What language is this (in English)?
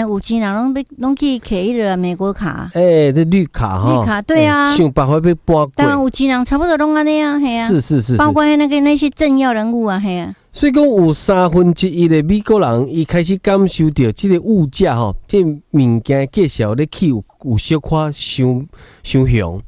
Min Nan Chinese